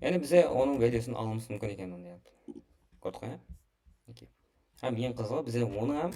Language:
Kara-Kalpak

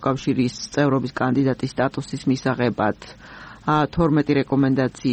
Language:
Georgian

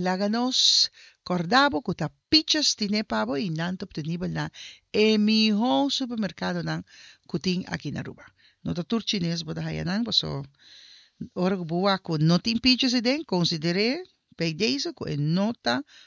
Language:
Papiamento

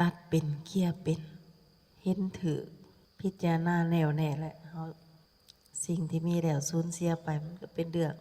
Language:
Lao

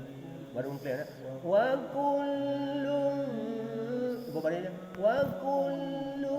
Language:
Achinese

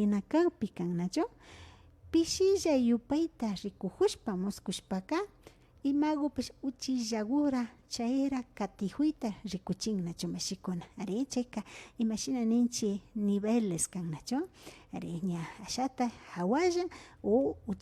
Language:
Imbabura Highland Quichua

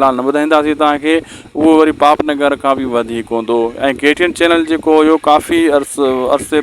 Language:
Sindhi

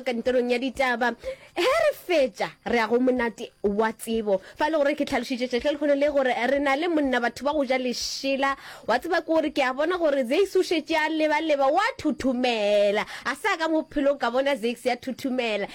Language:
Northern Sotho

